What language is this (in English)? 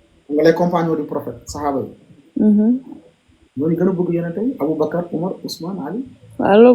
Wolof